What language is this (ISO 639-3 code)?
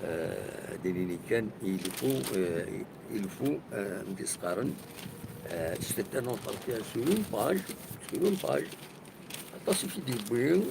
kab